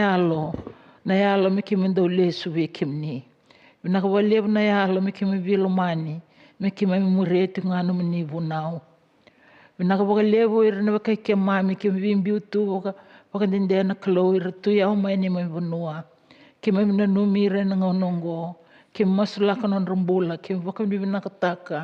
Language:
Fijian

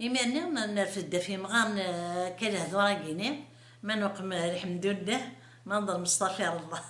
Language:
Kabyle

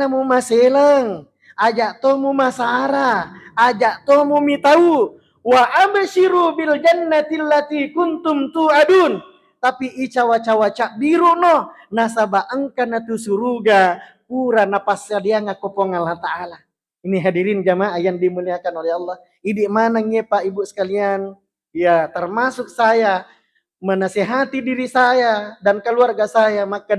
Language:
Buginese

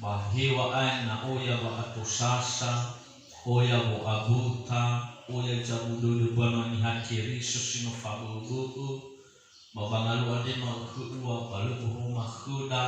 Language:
Nias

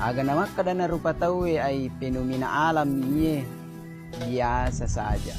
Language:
Buginese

